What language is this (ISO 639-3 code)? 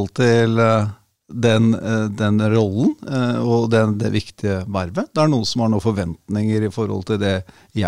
nor